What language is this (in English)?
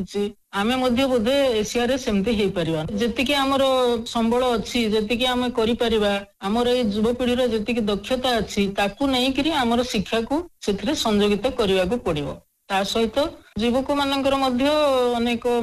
Odia